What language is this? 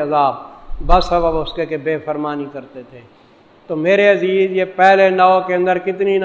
Urdu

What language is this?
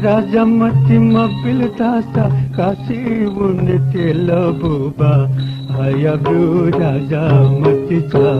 Newari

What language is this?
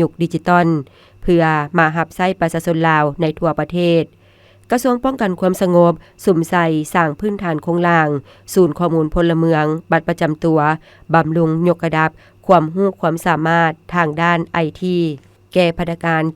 Lao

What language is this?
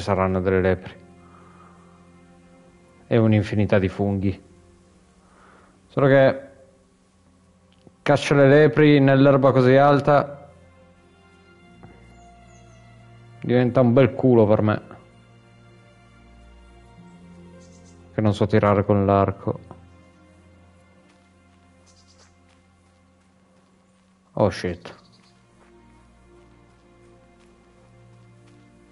Italian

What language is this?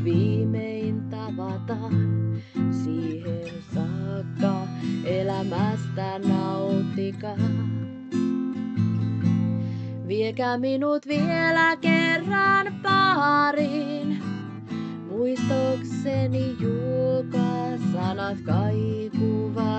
Finnish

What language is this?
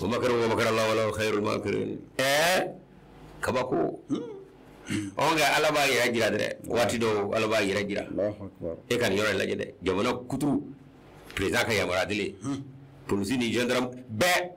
Bambara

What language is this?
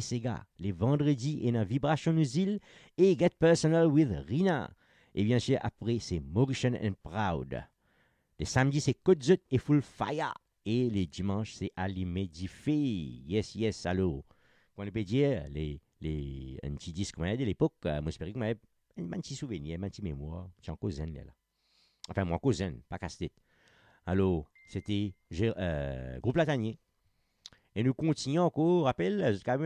Morisyen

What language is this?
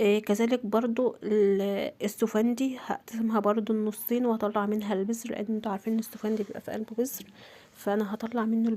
Egyptian Arabic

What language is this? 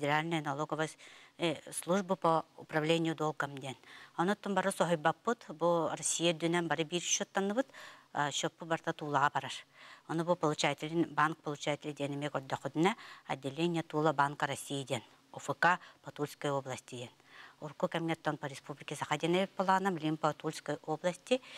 Yakut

